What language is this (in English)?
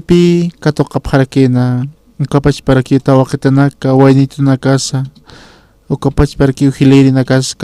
Aymara